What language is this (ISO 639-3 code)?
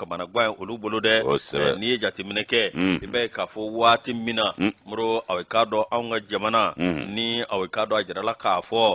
bam